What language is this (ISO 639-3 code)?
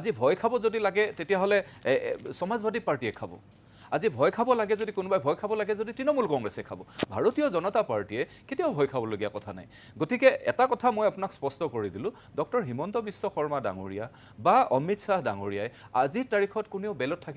asm